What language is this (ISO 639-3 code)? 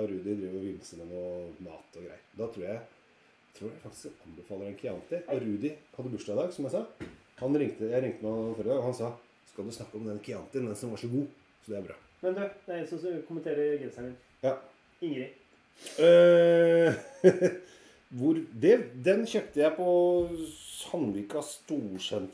nor